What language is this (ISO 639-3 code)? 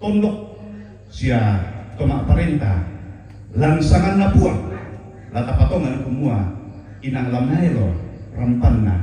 sda